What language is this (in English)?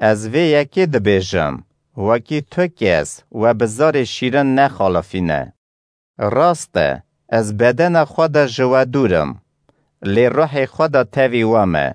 Kurdish